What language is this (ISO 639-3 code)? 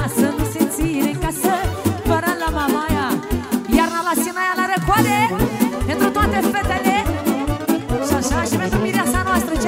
ron